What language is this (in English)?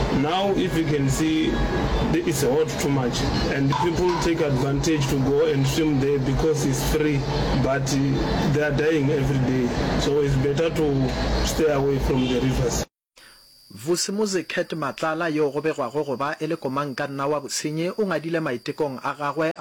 Northern Sotho